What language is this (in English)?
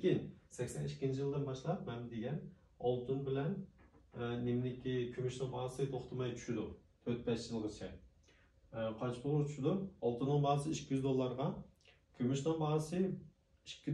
Uyghur